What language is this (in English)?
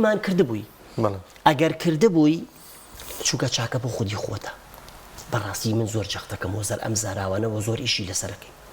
Central Kurdish